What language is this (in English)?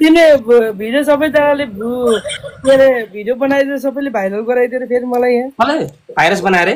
Nepali